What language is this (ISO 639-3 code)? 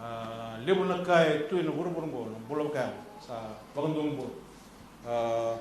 fij